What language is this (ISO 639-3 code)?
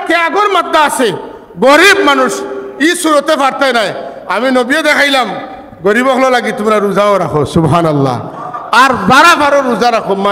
syl